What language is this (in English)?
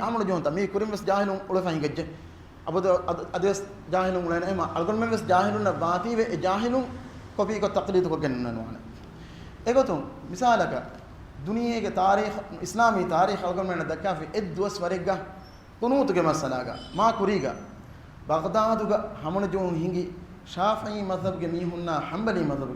Divehi